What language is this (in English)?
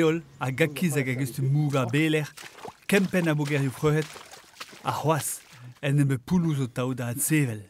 Breton